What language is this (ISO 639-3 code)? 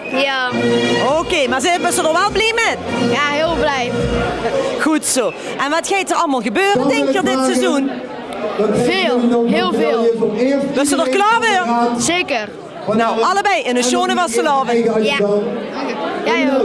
lim